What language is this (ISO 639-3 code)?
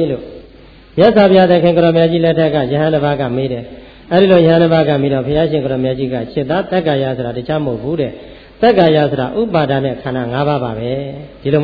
mya